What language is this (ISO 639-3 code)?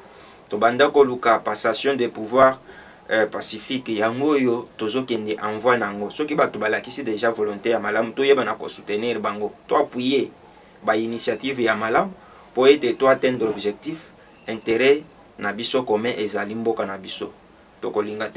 lin